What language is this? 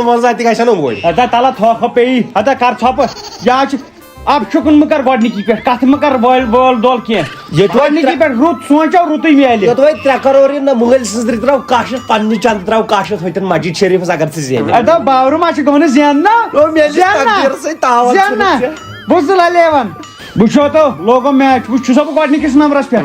Kashmiri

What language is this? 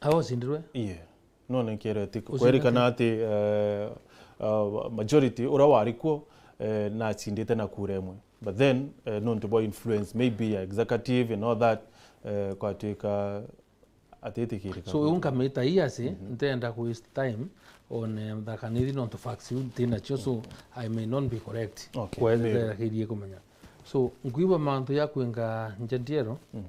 Meru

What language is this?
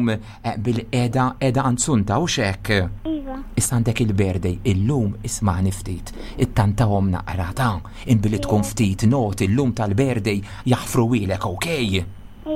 Maltese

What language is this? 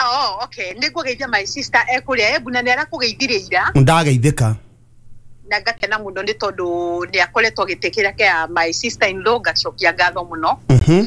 Kikuyu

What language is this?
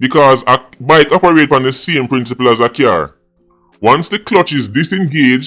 Jamaican Creole English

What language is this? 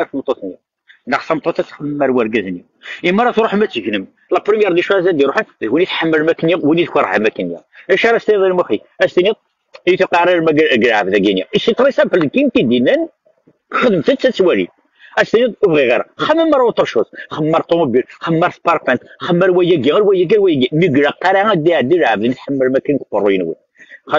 Kabyle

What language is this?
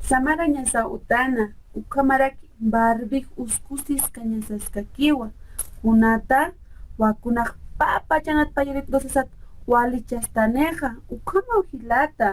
Aymara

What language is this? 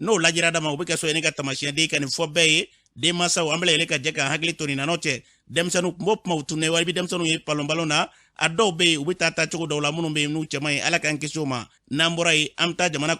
Bambara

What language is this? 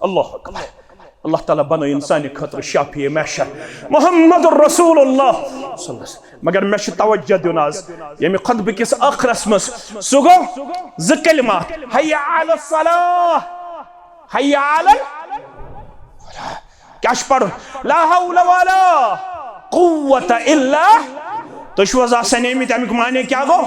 Kashmiri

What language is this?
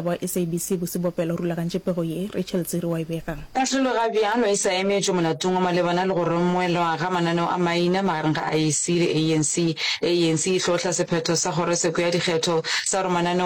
Northern Sotho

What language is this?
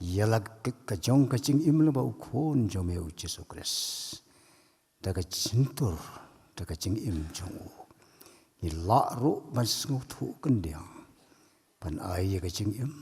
Khasi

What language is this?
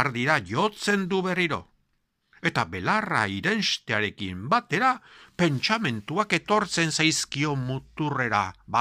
Basque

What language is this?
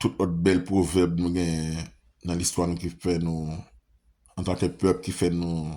Haitian Creole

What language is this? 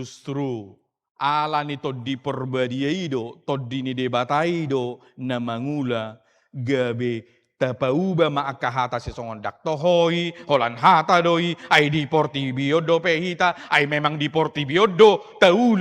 Batak Toba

